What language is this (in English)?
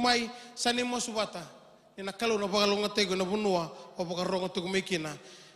Fijian